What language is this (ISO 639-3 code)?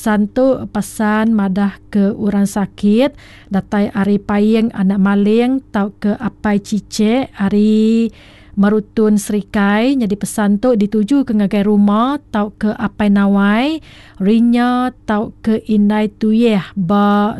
iba